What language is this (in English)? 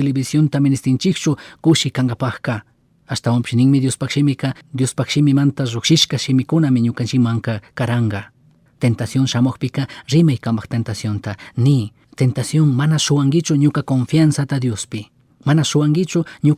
Chimborazo Highland Quichua